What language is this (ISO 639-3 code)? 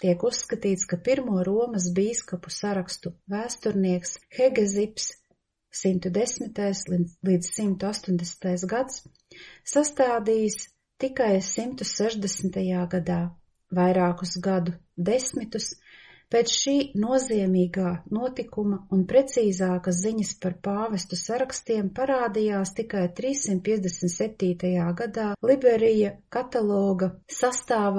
lav